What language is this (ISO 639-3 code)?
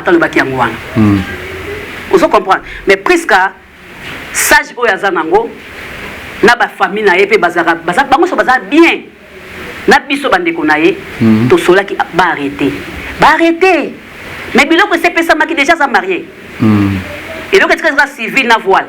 lin